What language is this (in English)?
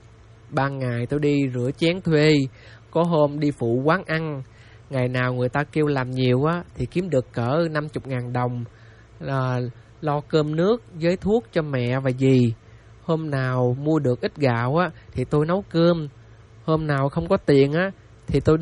Vietnamese